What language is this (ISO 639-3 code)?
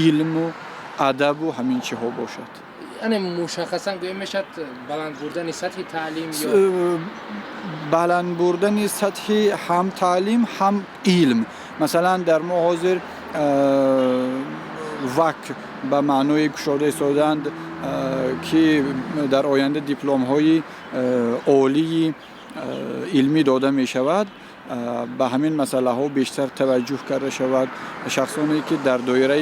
tgk